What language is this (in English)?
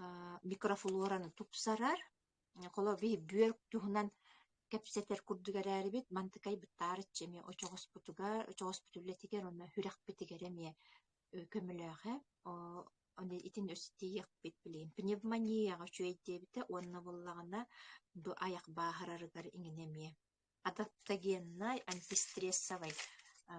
Yakut